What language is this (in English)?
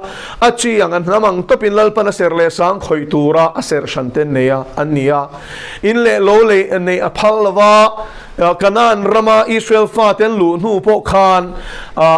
Mizo